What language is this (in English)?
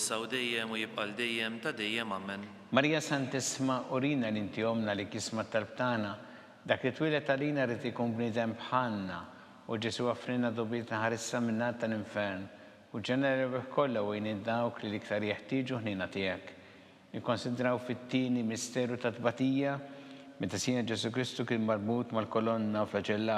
Maltese